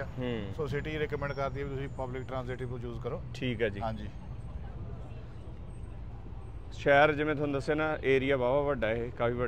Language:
Punjabi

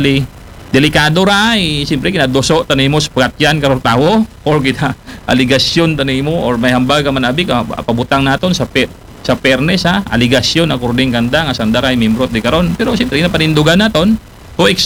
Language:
Aklanon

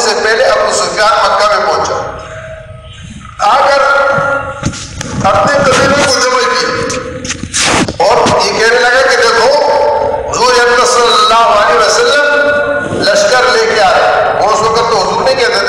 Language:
Urdu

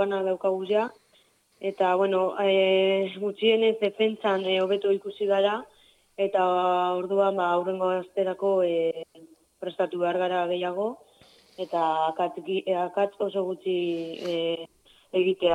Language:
Basque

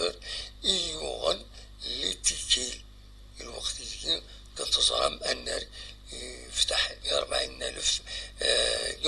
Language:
Kabyle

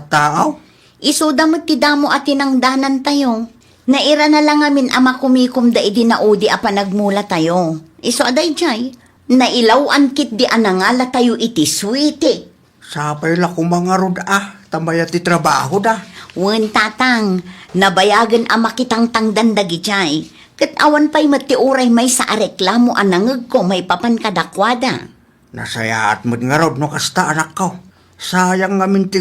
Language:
Iloko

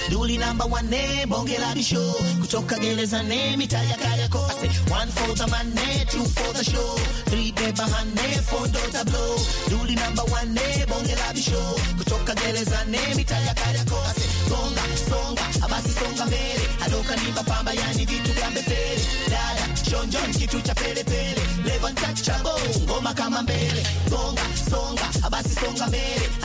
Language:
Swahili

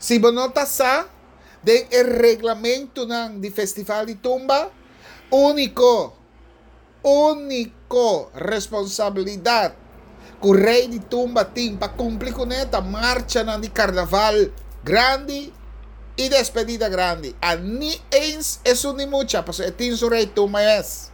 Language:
Papiamento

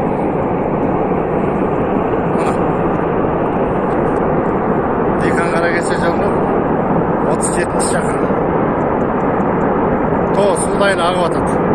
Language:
Kazakh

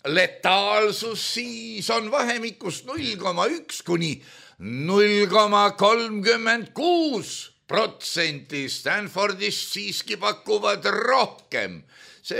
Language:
Estonian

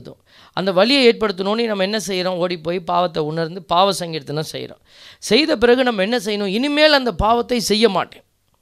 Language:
Tamil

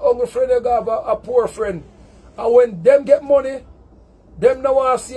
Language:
Jamaican Creole English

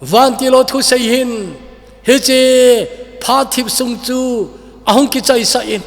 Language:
Thado Chin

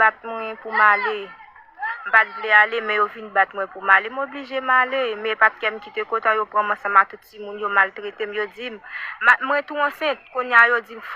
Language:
Haitian Creole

